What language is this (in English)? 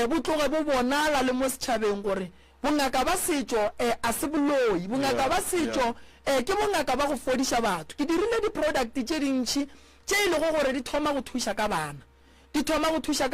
Northern Sotho